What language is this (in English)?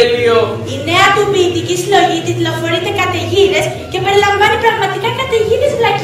Greek